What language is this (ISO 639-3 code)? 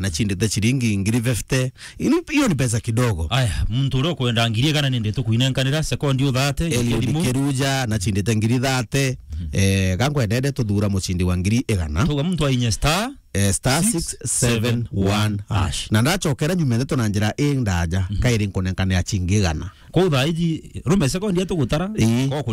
mer